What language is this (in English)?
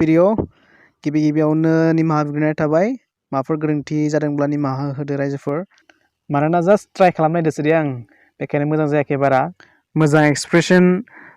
Bodo